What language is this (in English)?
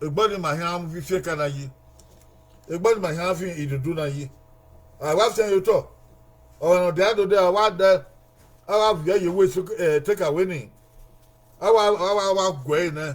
Bini